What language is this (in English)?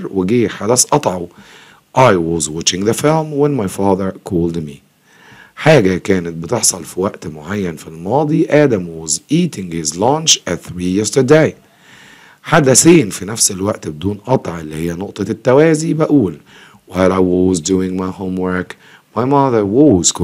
Egyptian Arabic